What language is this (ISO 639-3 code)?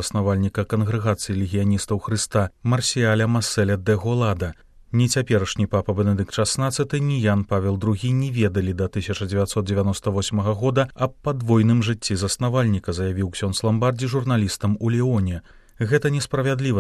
bel